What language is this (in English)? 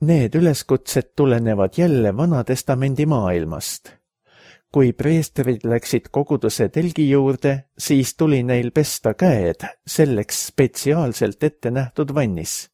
Estonian